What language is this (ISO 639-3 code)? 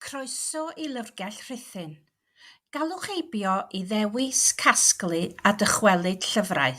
cym